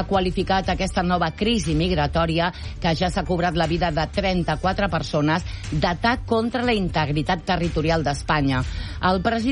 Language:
Catalan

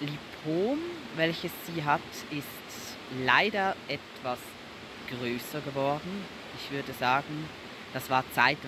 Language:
German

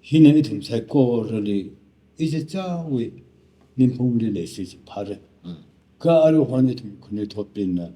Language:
Tangkhul Naga (India)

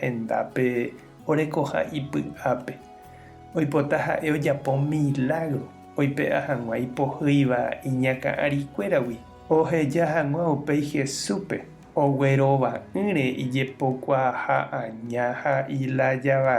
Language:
Guarani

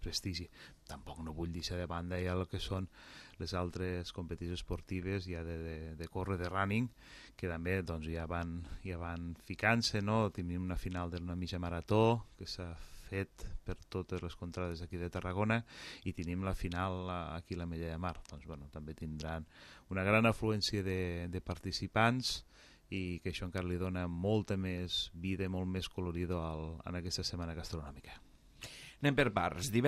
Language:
Catalan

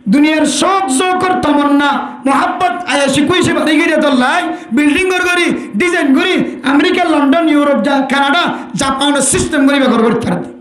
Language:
Rohingya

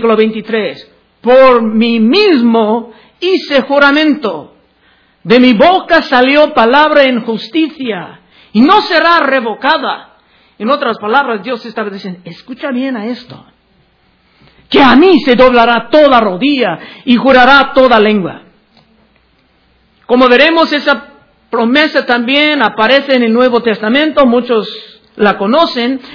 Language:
Spanish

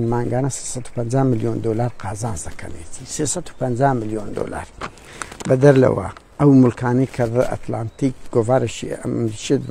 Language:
Central Kurdish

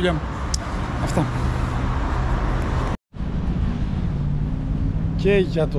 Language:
Greek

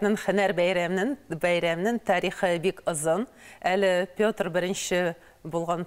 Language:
Tatar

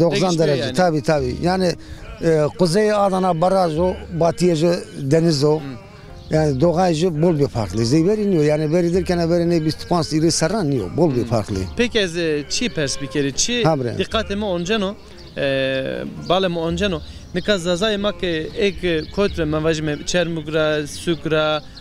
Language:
Zaza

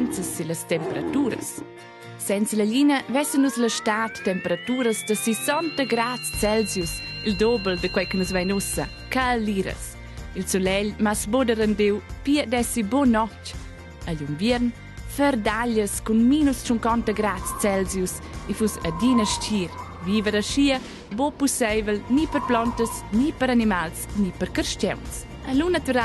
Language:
Romansh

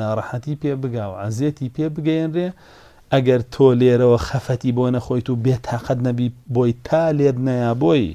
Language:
Central Kurdish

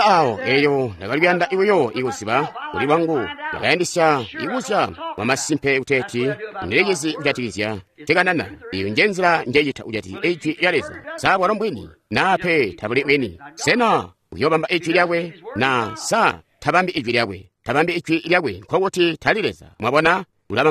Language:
Tonga (Zambia)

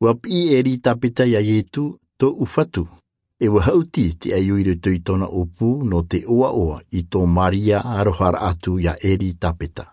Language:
Tahitian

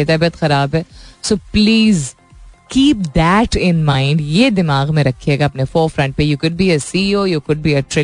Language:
Hindi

